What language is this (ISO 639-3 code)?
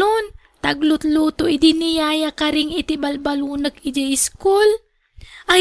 ilo